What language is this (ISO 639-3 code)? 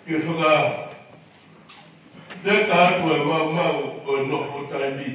ton